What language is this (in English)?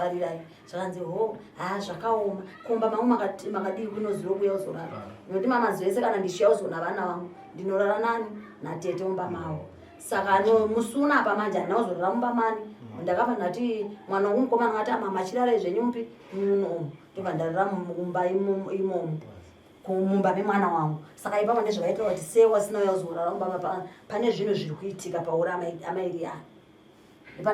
Shona